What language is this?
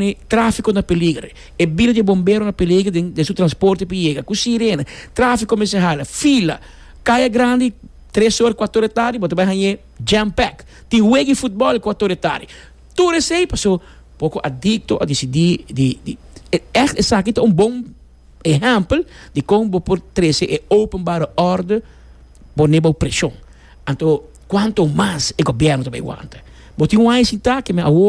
Papiamento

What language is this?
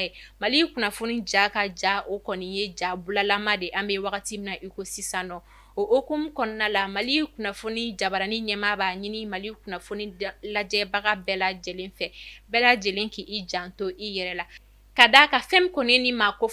Bambara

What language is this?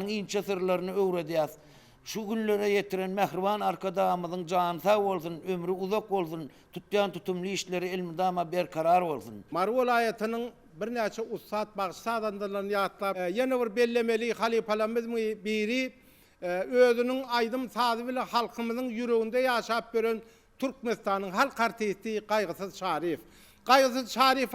Turkmen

